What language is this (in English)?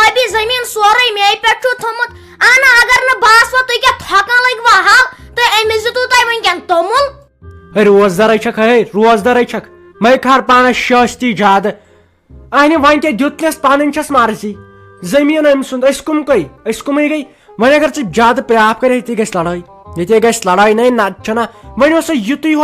Kashmiri